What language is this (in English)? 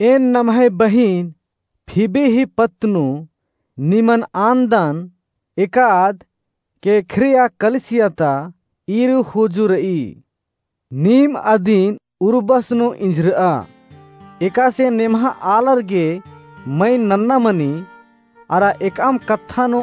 Kurukh